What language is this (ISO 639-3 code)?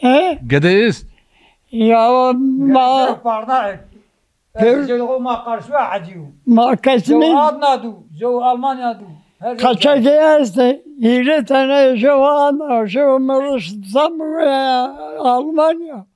zza